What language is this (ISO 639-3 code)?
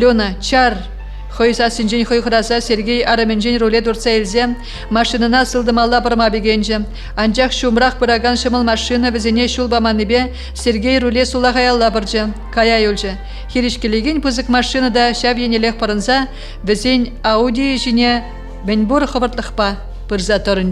chv